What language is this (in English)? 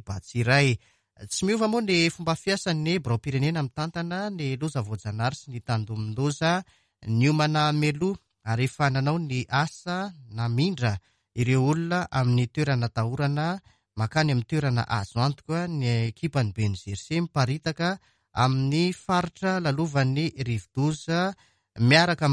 Malagasy